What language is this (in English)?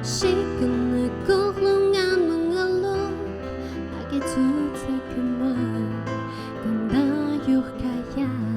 Atayal